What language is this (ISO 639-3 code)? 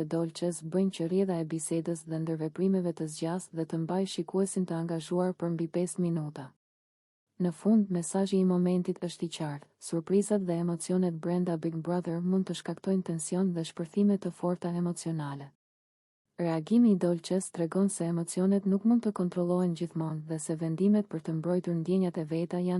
sqi